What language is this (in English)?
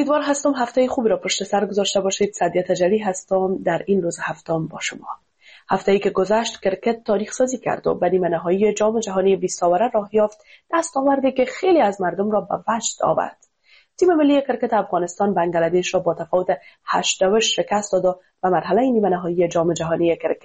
Persian